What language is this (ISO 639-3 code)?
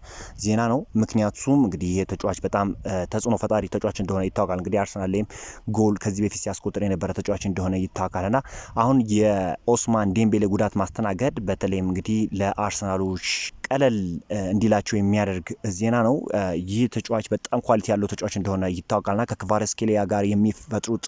amh